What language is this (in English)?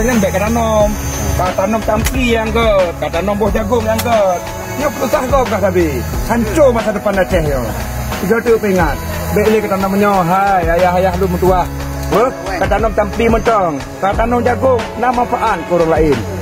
Achinese